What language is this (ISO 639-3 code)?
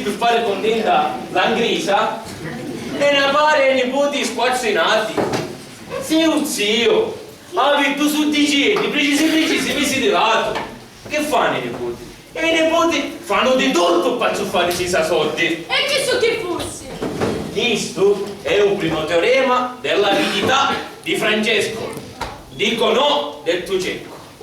scn